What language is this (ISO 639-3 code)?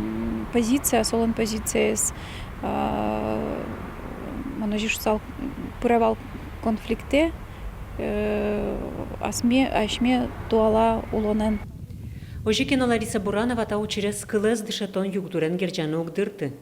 udm